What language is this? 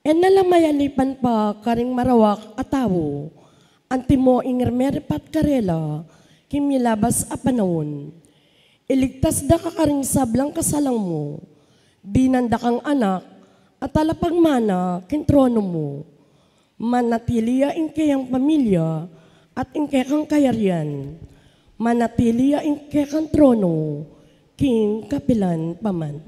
Pampanga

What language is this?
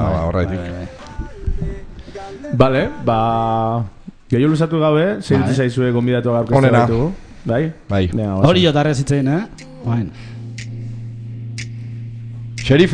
Basque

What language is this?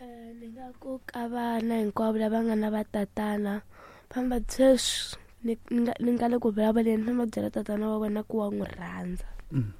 Tsonga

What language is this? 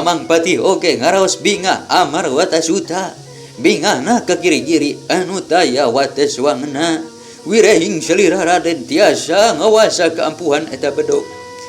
Sundanese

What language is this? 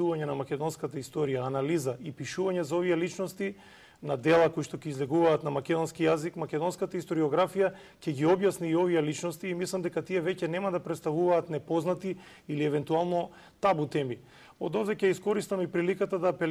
Macedonian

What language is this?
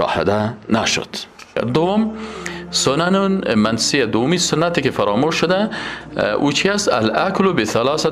Tajik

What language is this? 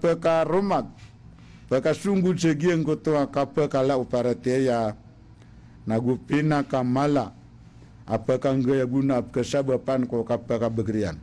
Maranao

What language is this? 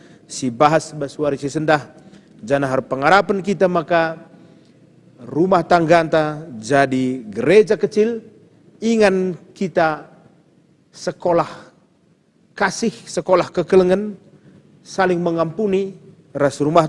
Batak Karo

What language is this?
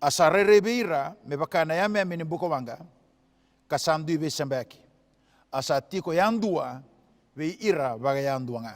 Fijian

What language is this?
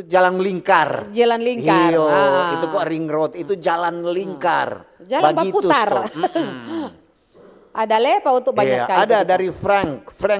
Manado Malay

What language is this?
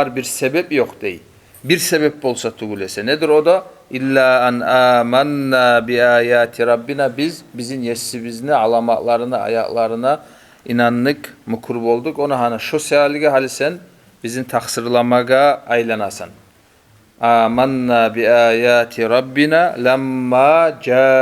Kumyk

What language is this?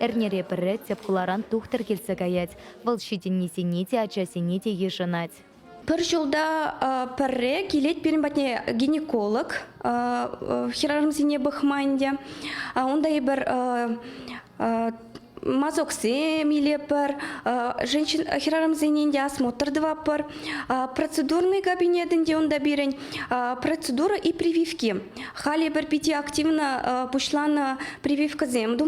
Chuvash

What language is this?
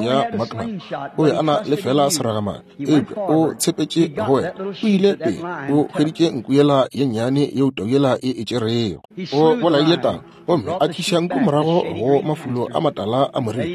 Northern Sotho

